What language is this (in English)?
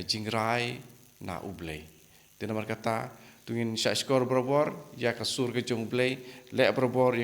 Khasi